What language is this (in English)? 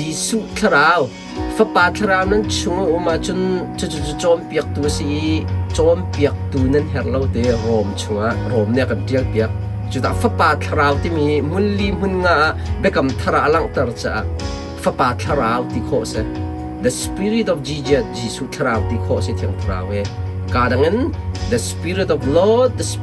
Hakha Chin